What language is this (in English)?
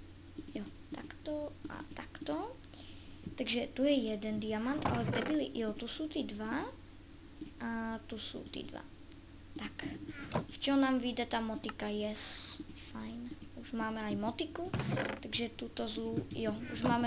Czech